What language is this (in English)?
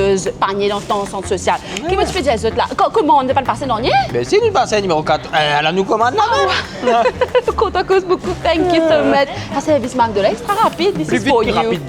Morisyen